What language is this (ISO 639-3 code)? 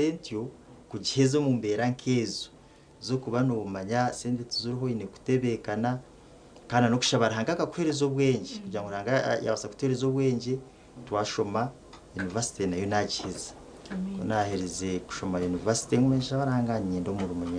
nyn